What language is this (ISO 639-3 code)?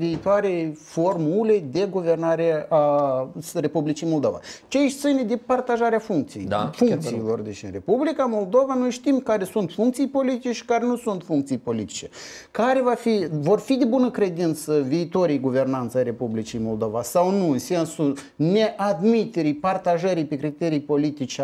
ron